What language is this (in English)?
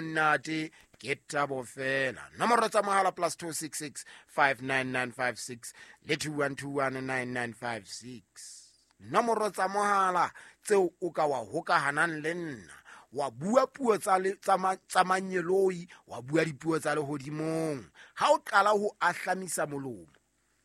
Southern Sotho